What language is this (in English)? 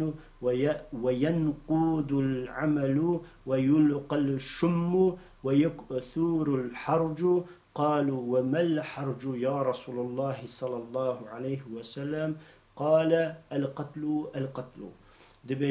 Kurdish